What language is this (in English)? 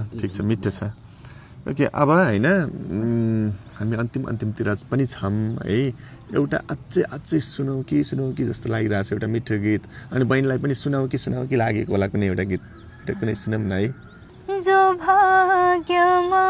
Nepali